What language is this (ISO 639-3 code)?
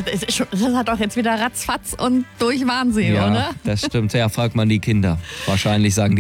deu